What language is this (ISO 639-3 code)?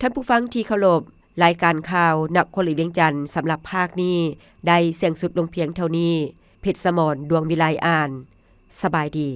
lao